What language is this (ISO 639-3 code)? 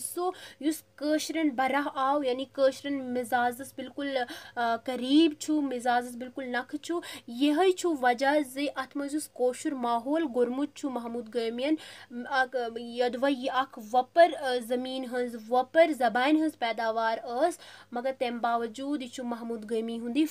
kas